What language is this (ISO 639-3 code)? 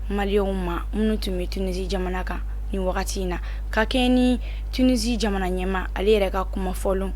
bam